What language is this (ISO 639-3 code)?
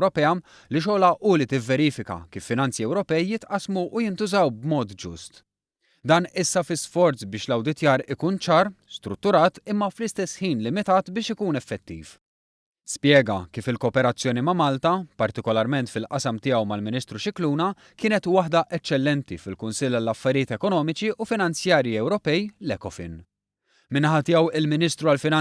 mlt